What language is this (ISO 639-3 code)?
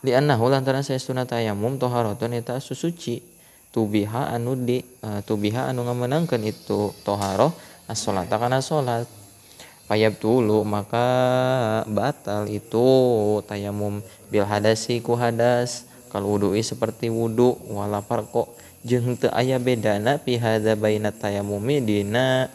sun